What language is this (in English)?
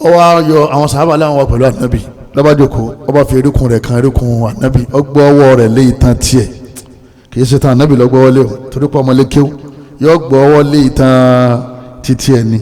Yoruba